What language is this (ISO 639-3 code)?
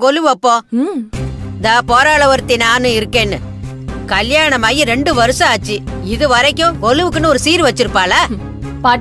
tam